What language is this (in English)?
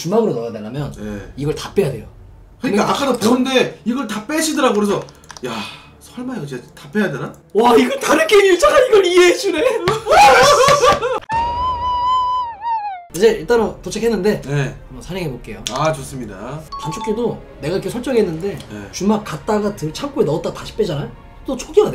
Korean